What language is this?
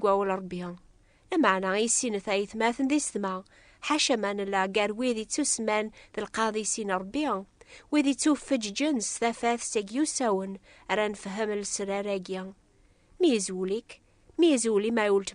Kabyle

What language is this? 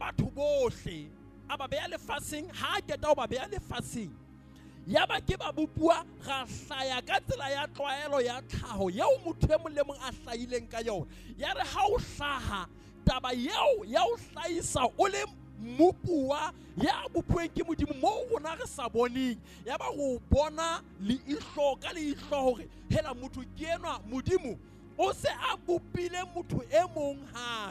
Southern Sotho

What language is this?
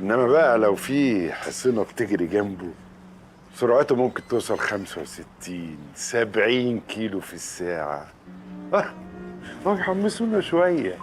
Egyptian Arabic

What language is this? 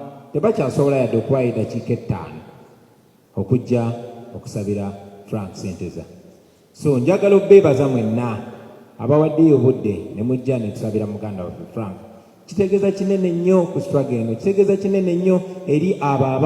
Ganda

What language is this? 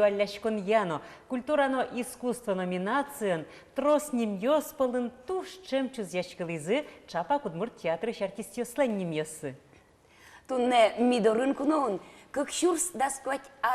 Udmurt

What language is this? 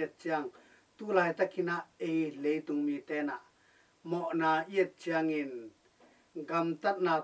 Tedim Chin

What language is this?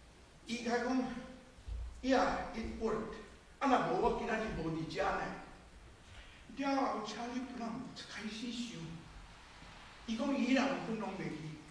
Min Nan Chinese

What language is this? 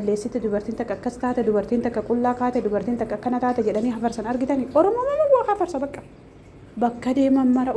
Oromo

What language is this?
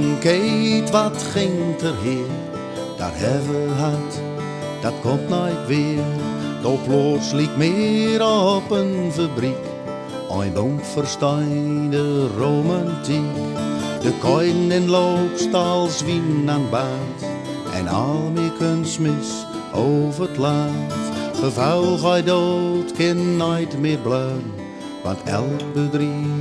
Gronings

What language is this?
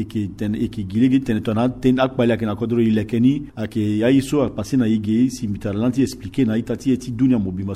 Sango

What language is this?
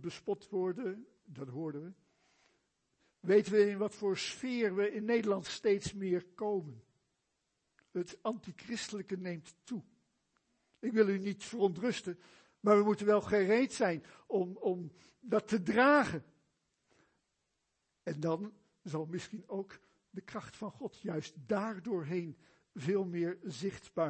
Dutch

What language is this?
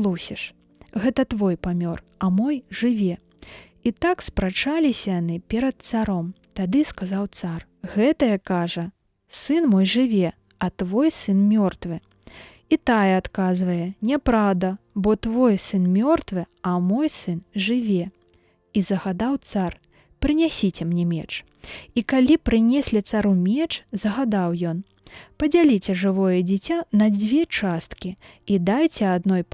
Belarusian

